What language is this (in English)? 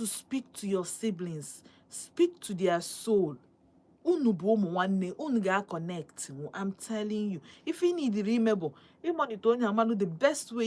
Igbo